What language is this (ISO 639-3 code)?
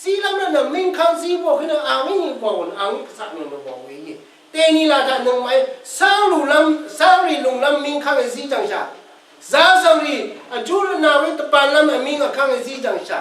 raw